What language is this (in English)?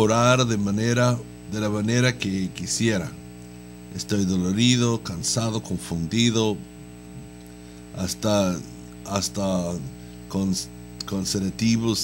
Spanish